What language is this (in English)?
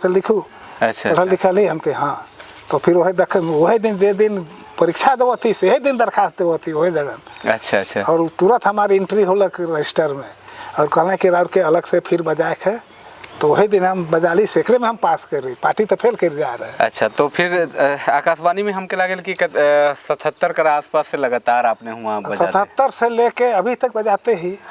Sadri